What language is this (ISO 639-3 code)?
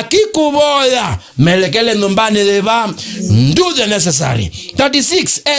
kam